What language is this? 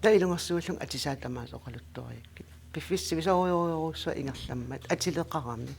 Kalaallisut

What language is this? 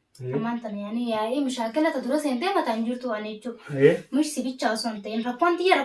Oromo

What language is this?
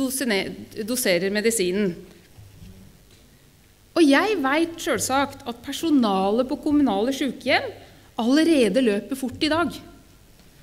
Norwegian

